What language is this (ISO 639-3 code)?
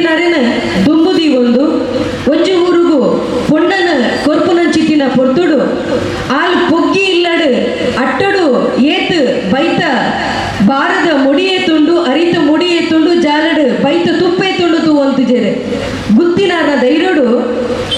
tcy